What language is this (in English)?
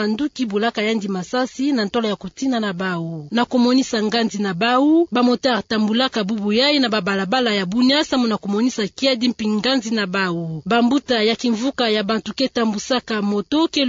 Kituba (Democratic Republic of Congo)